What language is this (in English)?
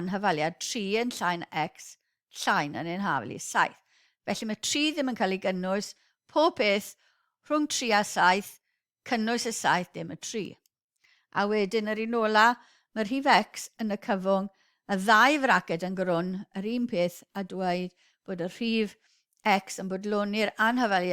Welsh